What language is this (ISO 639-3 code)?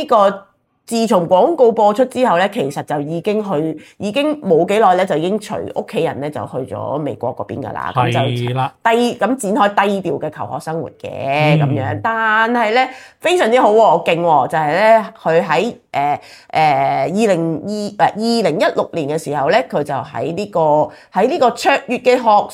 yue